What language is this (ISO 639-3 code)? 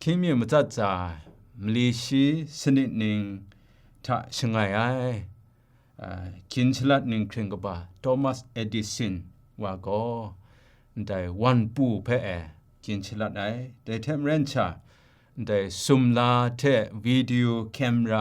kac